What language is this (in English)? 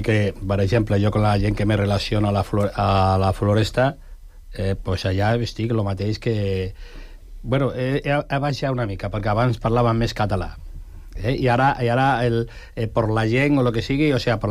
Catalan